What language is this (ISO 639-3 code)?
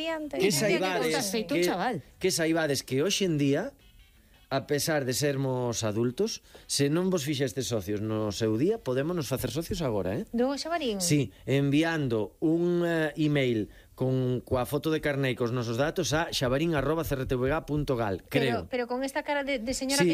glg